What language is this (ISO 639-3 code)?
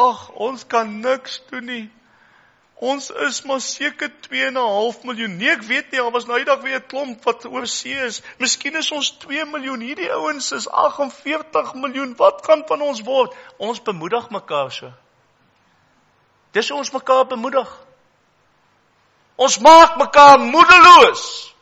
afr